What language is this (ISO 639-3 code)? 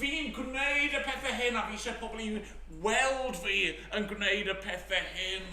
cym